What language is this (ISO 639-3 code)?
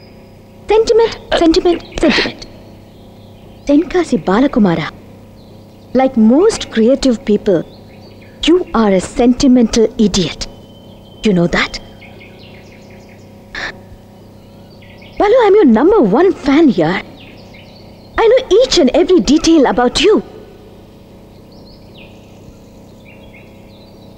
tam